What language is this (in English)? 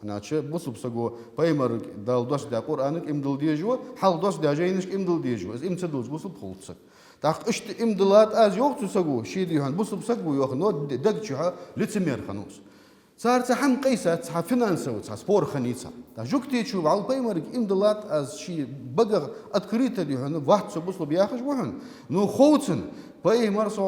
Ingush